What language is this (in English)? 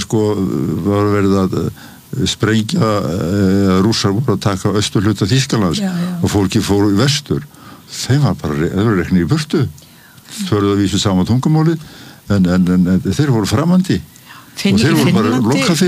Icelandic